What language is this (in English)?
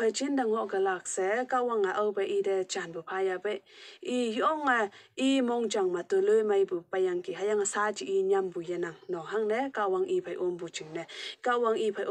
Konyak Naga